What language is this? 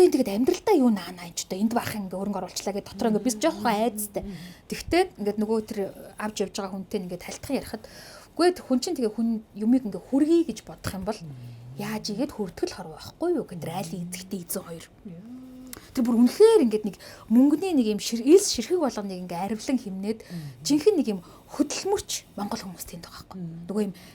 Mongolian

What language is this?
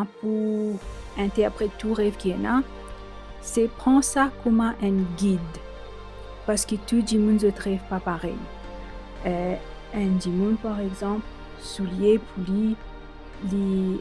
Morisyen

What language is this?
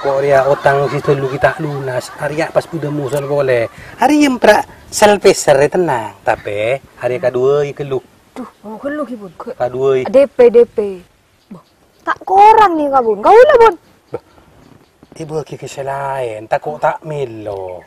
Madurese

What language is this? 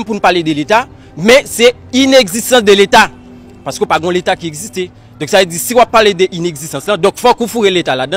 Haitian Creole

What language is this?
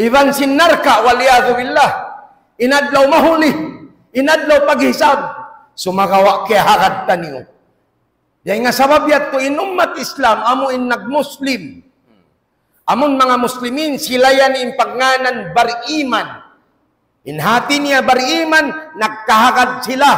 Tausug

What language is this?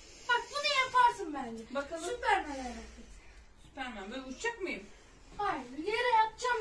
Turkish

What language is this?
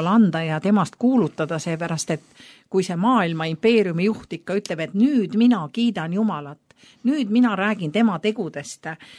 Estonian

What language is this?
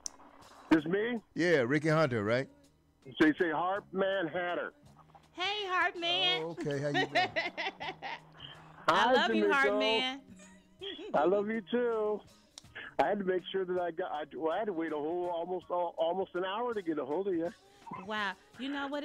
English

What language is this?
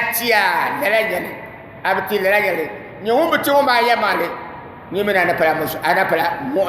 Dagbani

